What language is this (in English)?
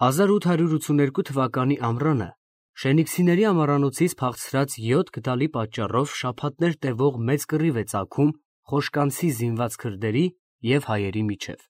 Armenian